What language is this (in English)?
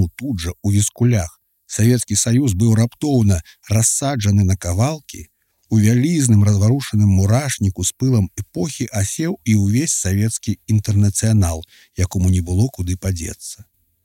Belarusian